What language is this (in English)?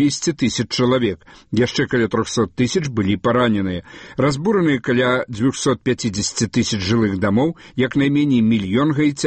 Belarusian